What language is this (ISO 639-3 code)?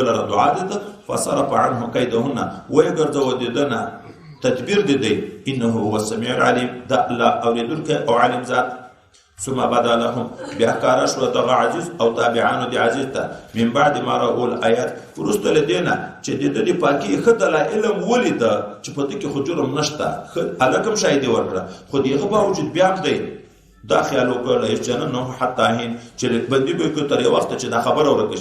pus